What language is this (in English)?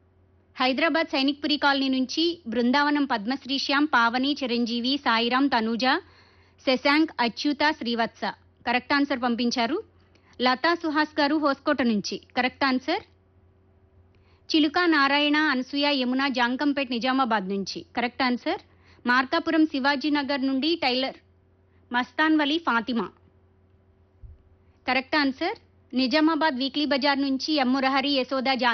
Telugu